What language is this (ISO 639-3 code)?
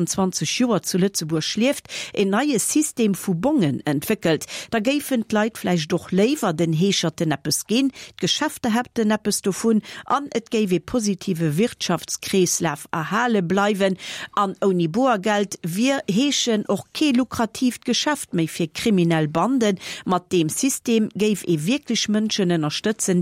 ltz